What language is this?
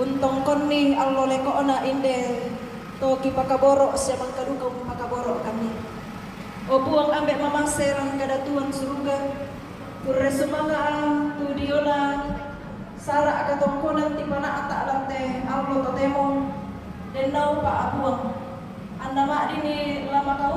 Toraja-Sa'dan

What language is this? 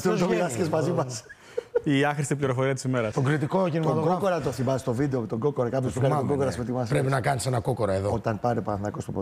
Greek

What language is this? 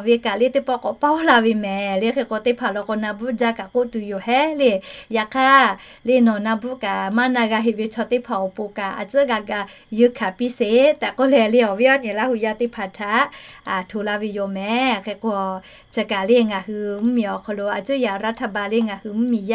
Lahu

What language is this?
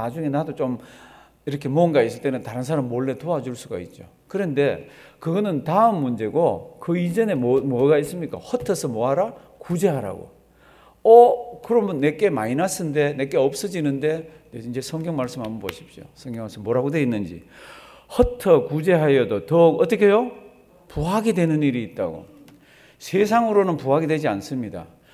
Korean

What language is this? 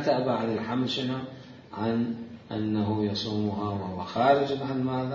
Mesopotamian Arabic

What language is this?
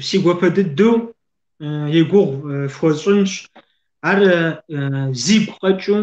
Kabardian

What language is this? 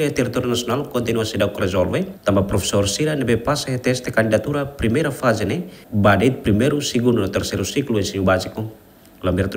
Tetum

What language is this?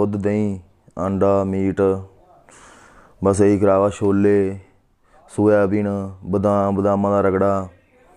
Punjabi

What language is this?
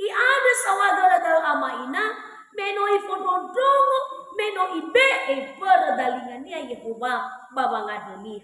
Nias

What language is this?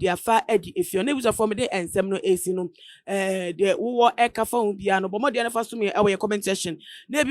Akan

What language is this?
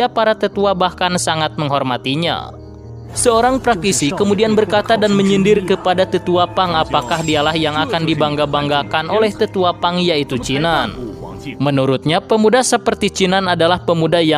Indonesian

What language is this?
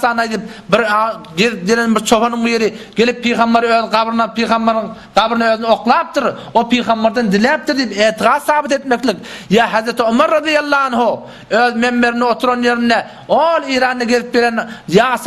Turkmen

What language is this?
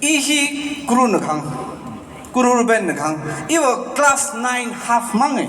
Tangkhul Naga (India)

